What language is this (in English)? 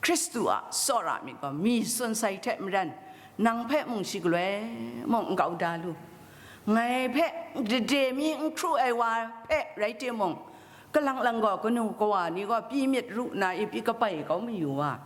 Kachin